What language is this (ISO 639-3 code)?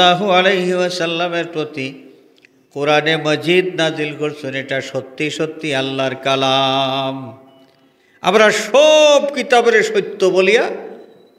syl